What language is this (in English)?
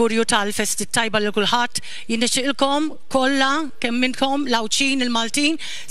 Maltese